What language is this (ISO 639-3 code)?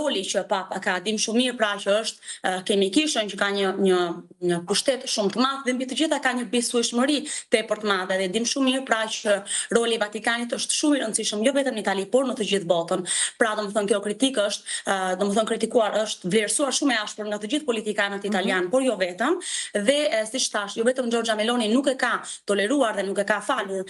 sqi